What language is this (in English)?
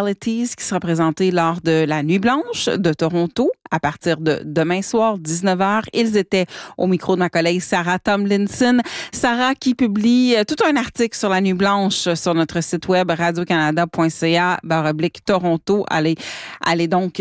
French